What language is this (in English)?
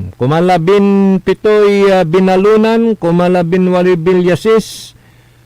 Pangasinan